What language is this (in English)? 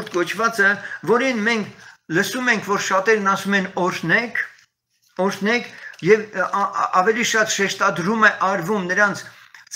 Armenian